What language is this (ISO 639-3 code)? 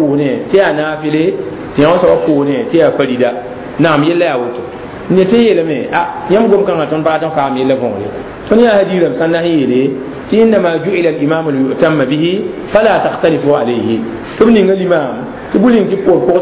mos